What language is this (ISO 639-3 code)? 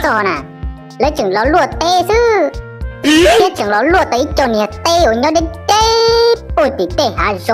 hmn